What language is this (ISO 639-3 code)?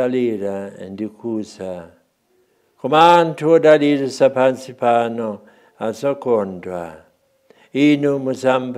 nya